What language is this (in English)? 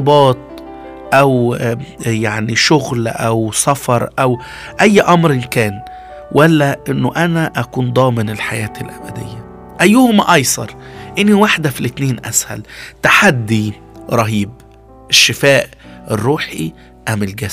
Egyptian Arabic